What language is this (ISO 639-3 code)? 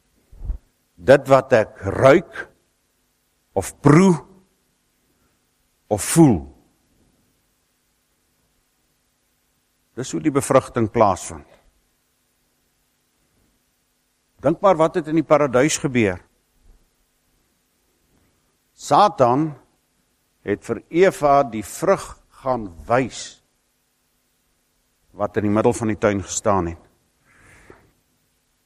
afr